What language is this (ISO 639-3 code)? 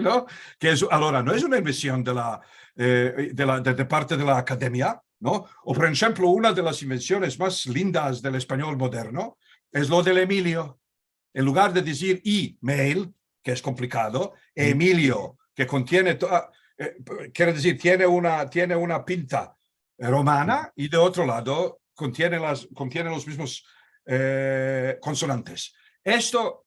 lad